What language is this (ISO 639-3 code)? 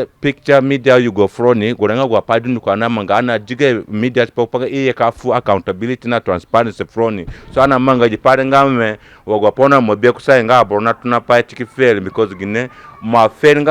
zne